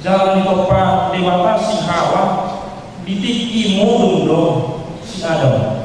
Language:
Batak Toba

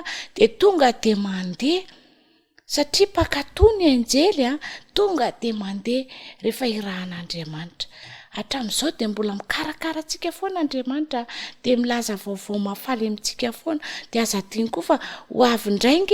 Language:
Malagasy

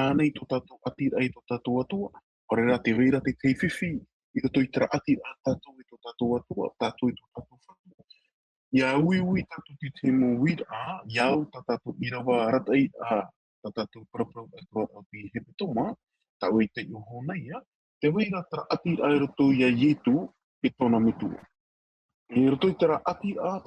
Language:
Tahitian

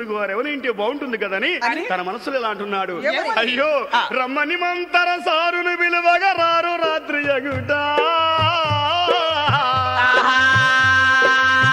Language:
Telugu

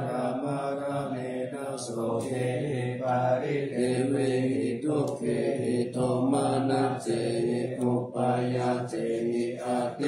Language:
Pali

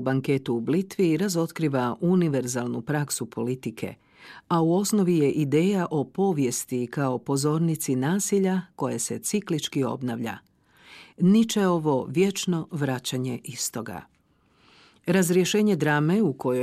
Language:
Croatian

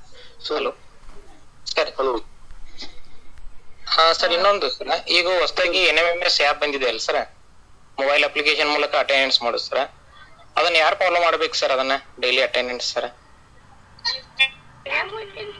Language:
Kannada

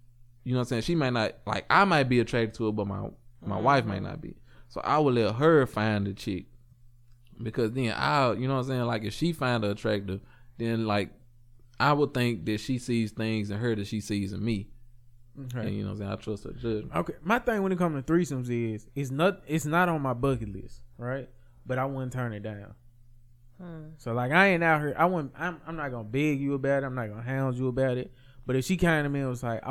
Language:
English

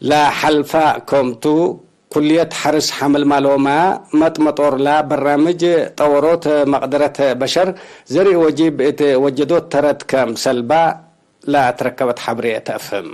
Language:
Tigre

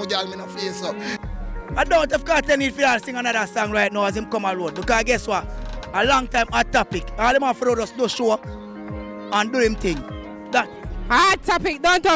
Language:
Jamaican Creole English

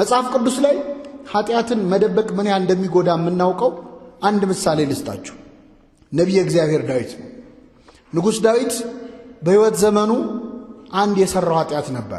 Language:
Amharic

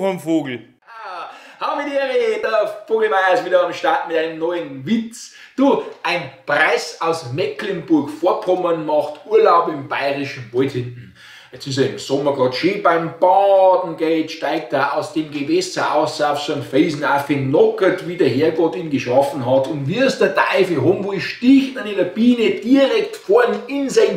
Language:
Bavarian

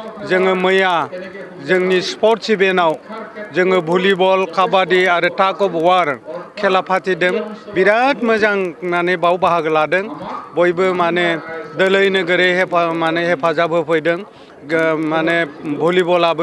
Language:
Bodo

